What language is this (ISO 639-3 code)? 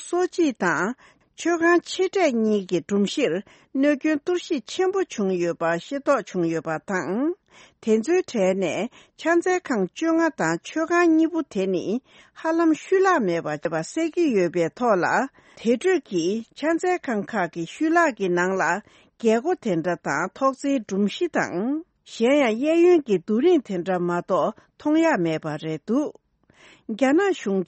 bod